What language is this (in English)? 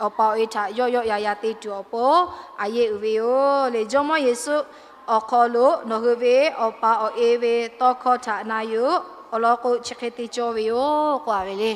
Lahu